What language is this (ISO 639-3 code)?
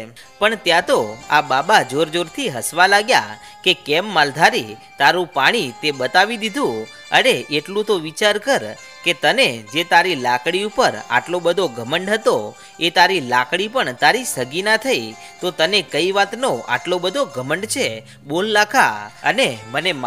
guj